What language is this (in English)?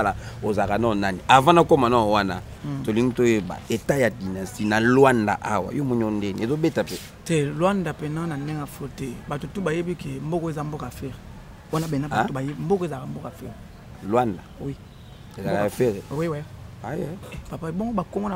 Lingala